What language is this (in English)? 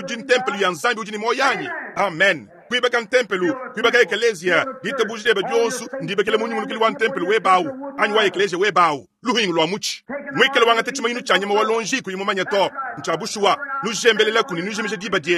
Luba-Lulua